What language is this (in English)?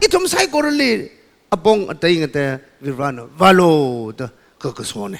Tangkhul Naga (India)